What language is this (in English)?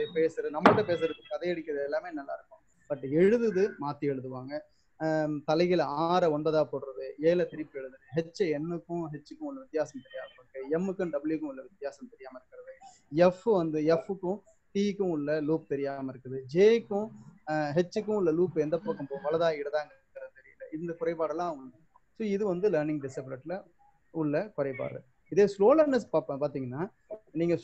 Tamil